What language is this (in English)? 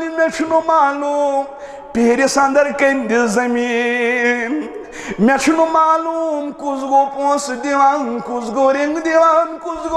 Kashmiri